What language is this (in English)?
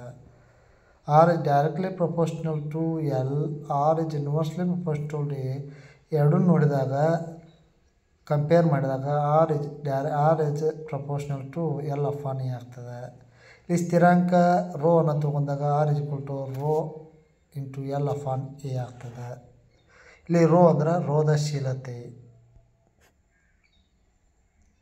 Kannada